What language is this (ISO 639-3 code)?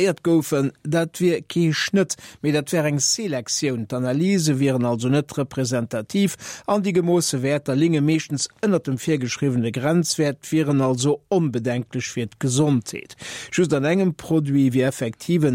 ltz